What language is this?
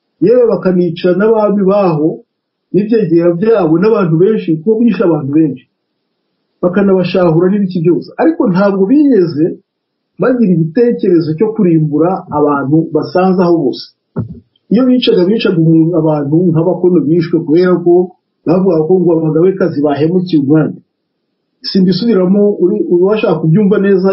Kinyarwanda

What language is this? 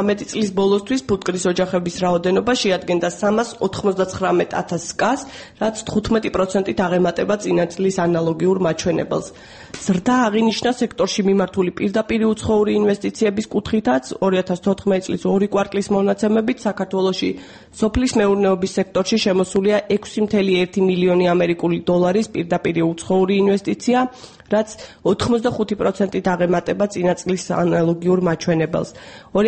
Georgian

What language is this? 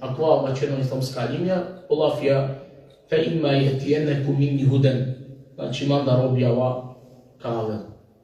Balkan Romani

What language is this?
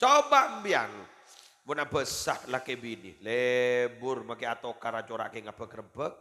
Madurese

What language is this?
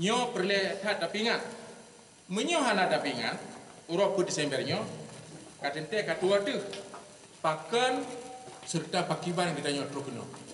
Achinese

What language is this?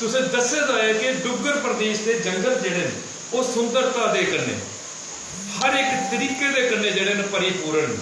Dogri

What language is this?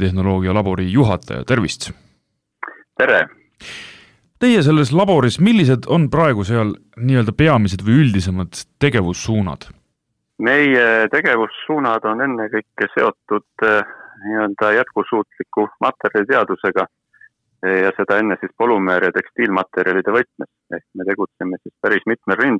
Estonian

